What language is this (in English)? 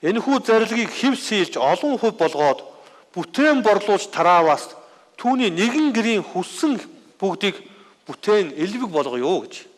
Mongolian